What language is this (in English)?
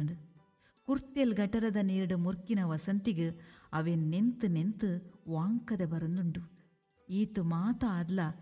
Tulu